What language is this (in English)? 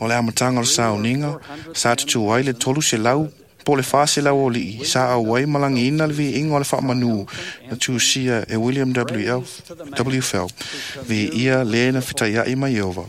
Samoan